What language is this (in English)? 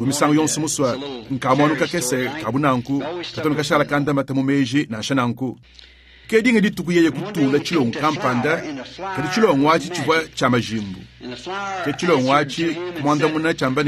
Luba-Lulua